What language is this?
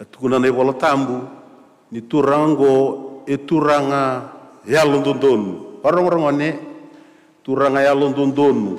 Fijian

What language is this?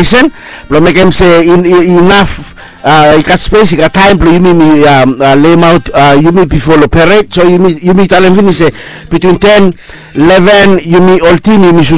Bislama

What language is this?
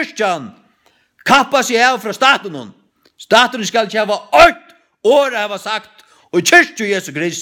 Faroese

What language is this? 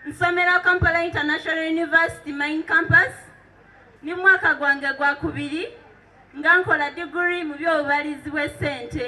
Soga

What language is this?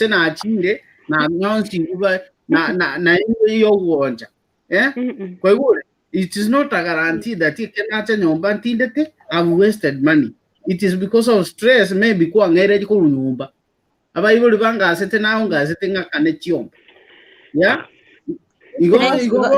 Gusii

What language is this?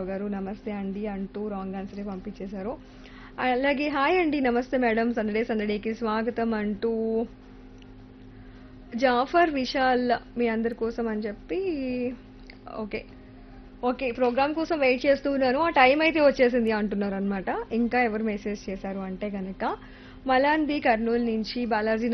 Telugu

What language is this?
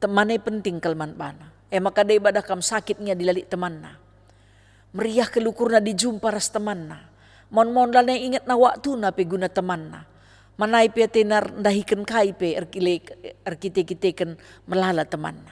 Batak Karo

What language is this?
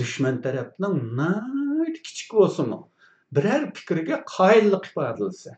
Uyghur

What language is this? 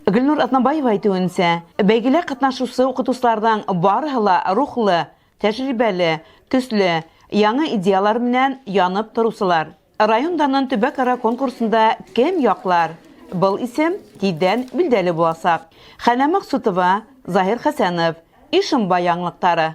Bashkir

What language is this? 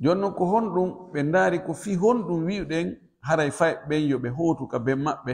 Pular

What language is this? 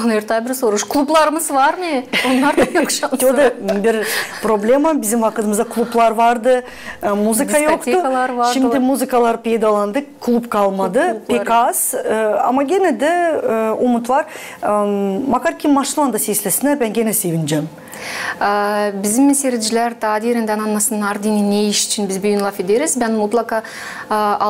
Gagauz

